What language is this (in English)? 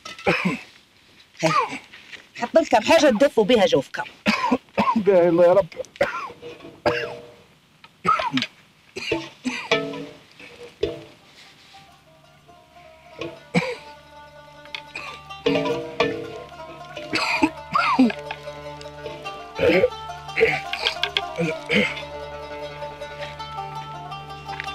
Libyan Arabic